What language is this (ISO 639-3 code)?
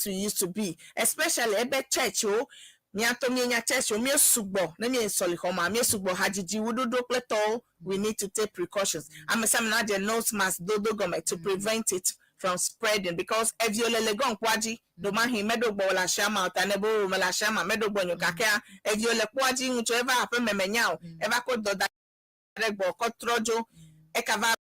ewe